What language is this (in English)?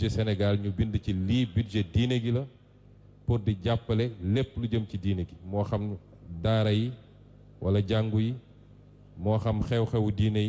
Wolof